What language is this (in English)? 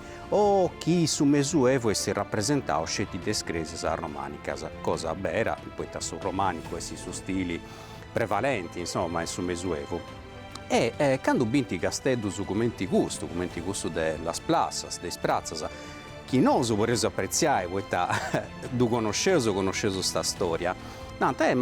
Sardinian